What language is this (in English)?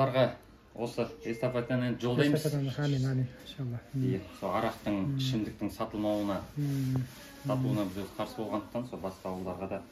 Kazakh